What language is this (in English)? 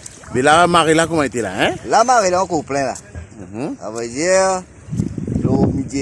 Morisyen